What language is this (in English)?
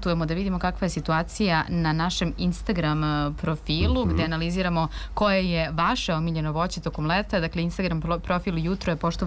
Serbian